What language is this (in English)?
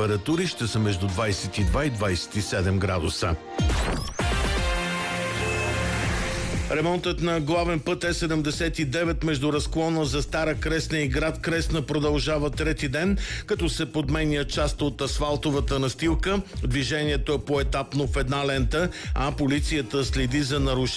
Bulgarian